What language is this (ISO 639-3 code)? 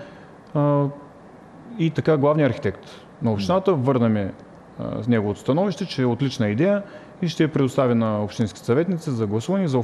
bul